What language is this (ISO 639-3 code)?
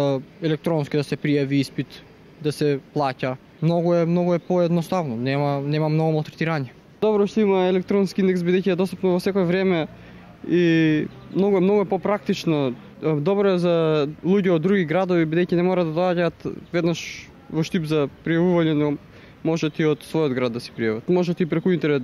mkd